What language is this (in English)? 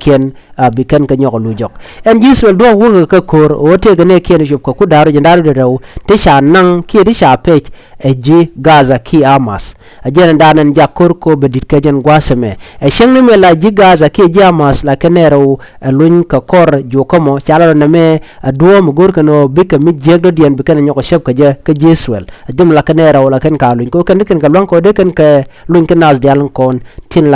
Nuer